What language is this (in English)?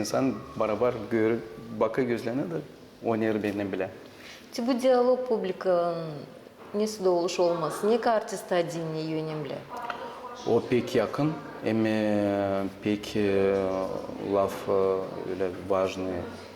Gagauz